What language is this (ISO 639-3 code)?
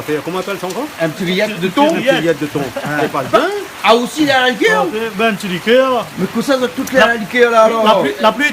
rcf